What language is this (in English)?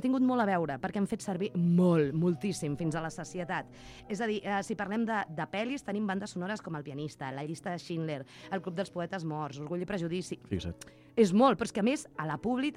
Catalan